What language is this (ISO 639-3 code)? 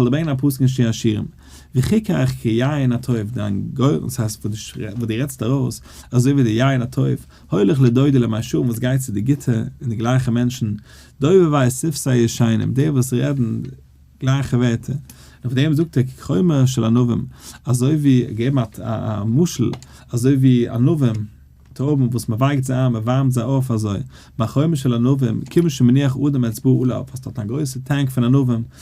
yid